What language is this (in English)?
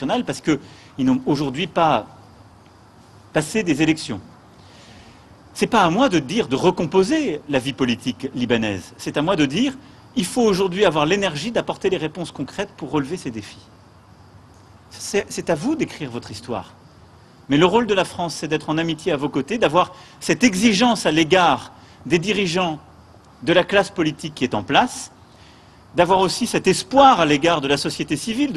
French